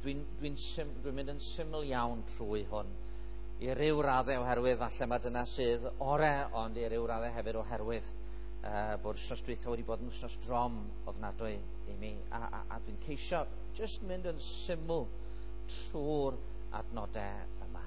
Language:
Welsh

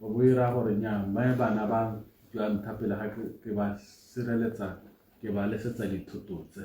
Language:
Tswana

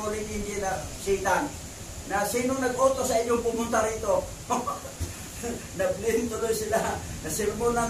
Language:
Filipino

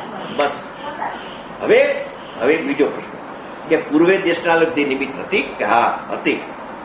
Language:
Gujarati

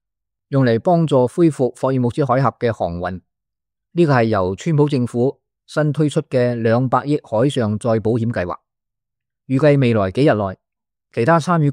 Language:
Cantonese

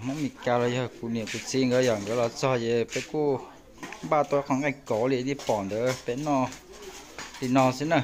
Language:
Hmong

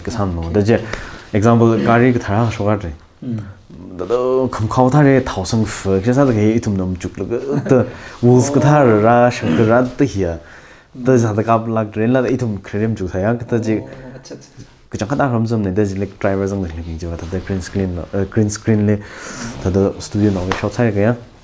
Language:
Tangkhul Naga (India)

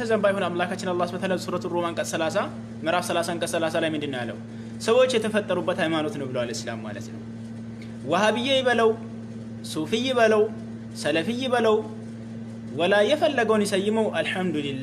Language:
Amharic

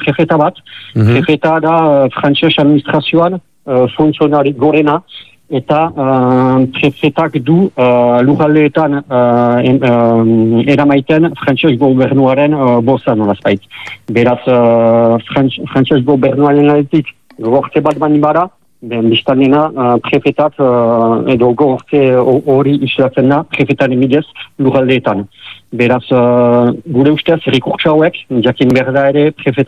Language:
Basque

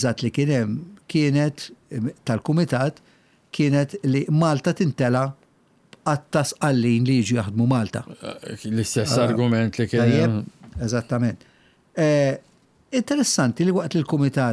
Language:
Maltese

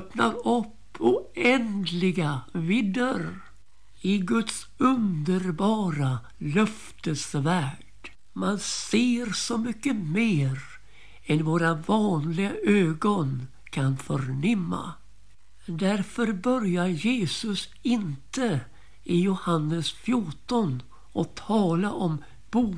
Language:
Swedish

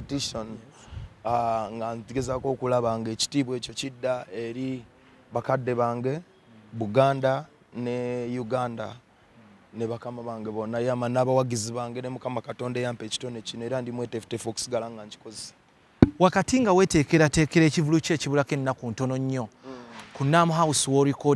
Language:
Ganda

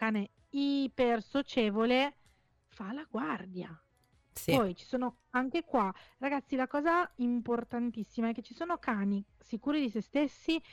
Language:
Italian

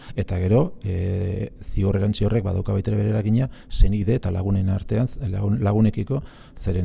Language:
Basque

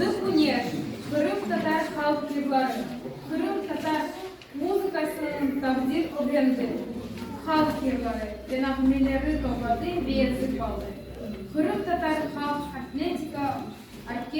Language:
Crimean Tatar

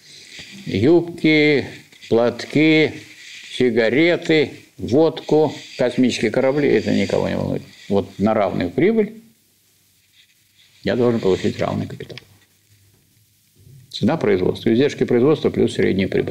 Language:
Russian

